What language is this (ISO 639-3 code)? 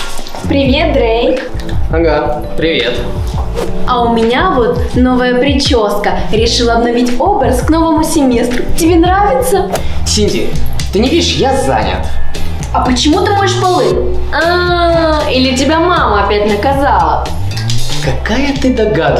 rus